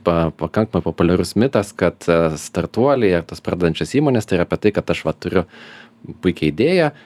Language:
Lithuanian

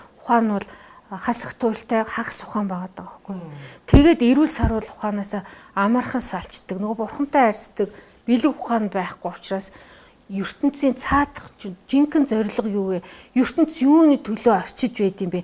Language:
Mongolian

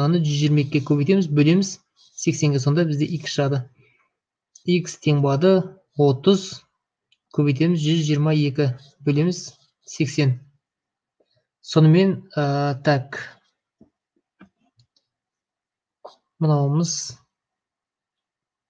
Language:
Kazakh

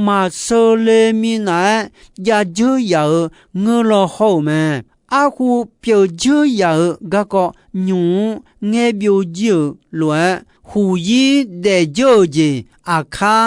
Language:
Akha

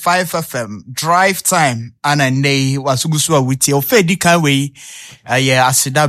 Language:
Akan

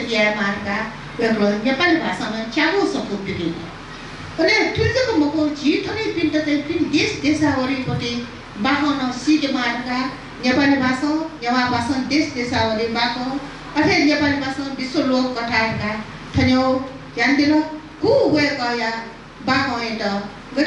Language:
Newari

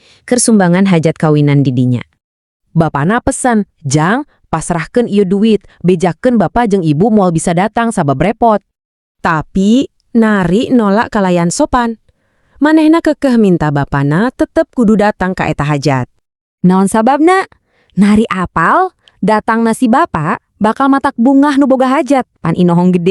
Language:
Sundanese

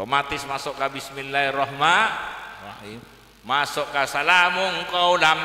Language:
Madurese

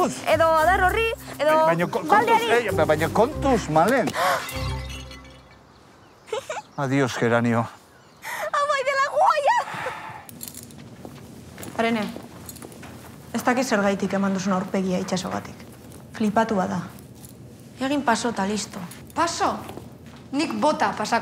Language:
Basque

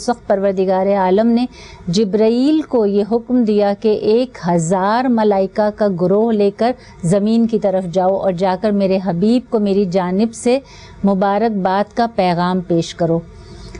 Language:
Urdu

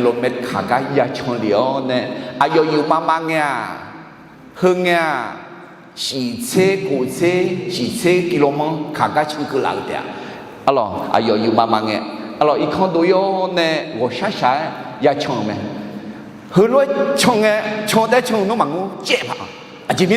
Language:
Akha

